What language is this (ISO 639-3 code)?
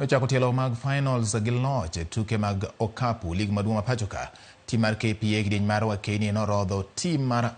luo